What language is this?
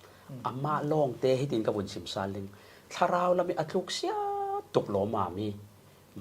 Falam Chin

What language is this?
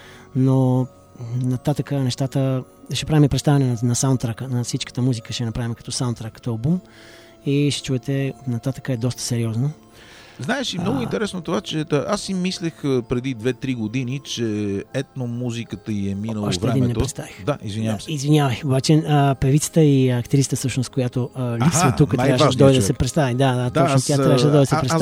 Bulgarian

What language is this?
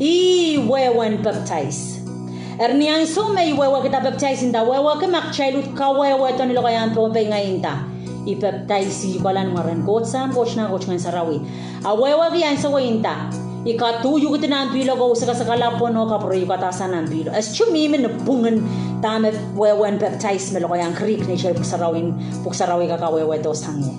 Pohnpeian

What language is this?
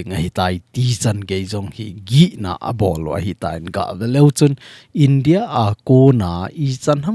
Thado Chin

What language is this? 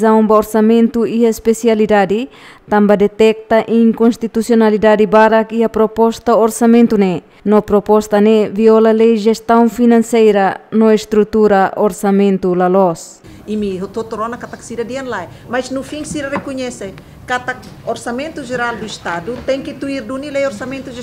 Tetum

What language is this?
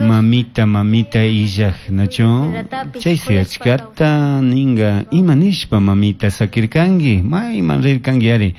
Chimborazo Highland Quichua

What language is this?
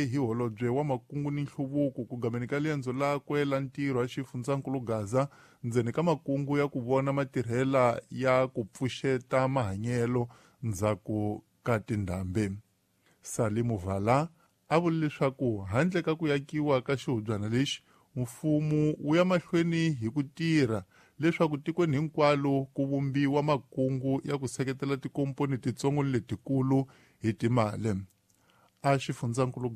Tsonga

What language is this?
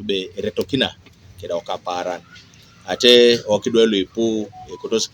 Teso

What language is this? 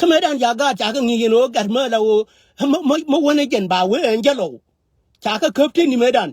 Nuer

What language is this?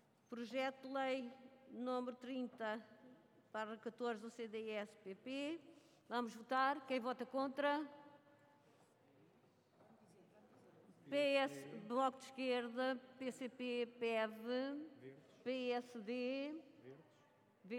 Portuguese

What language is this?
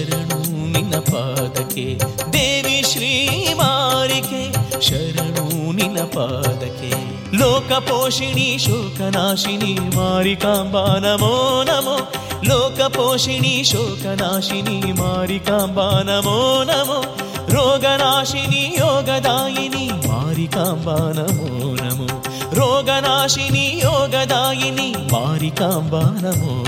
Kannada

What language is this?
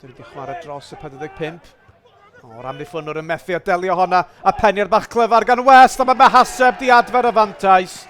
Welsh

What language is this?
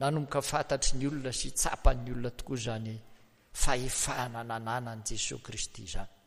Malagasy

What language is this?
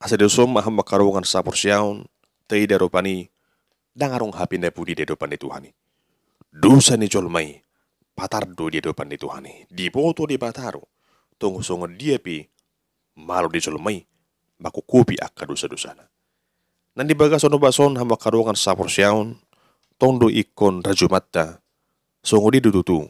Batak Toba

